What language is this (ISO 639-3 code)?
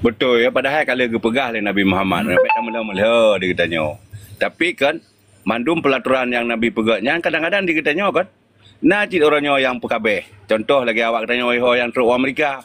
ace